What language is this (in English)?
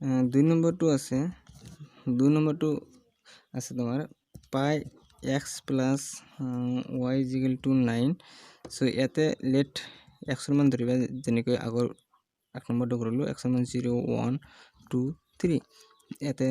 Assamese